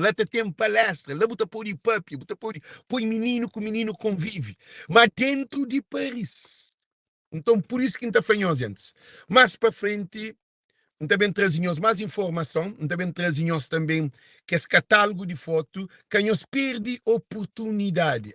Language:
Kabuverdianu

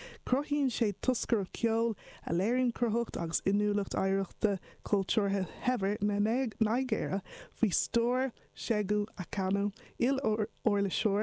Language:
Irish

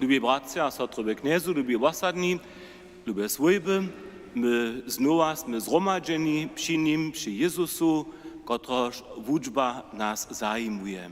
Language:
Upper Sorbian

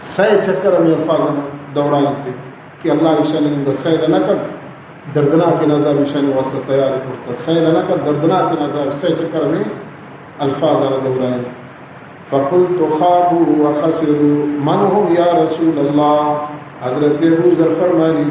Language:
Baluchi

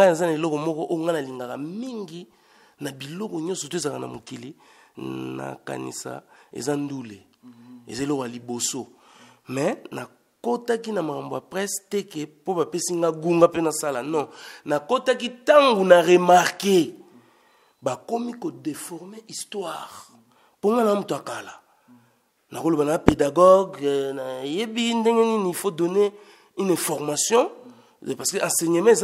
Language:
Lingala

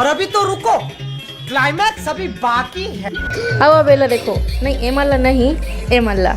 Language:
Chhattisgarhi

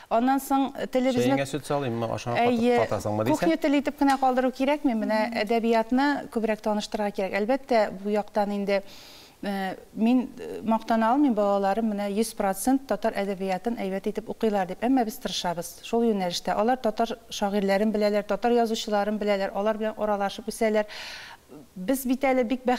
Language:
Tatar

